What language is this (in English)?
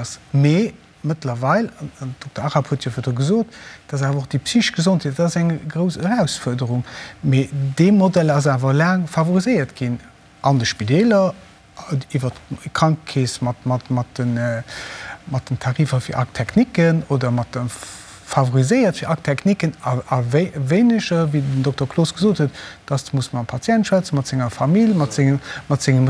Luxembourgish